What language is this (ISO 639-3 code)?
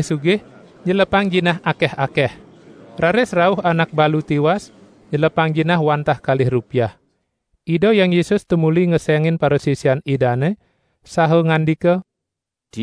ban